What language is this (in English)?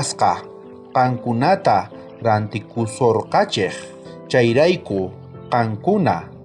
South Bolivian Quechua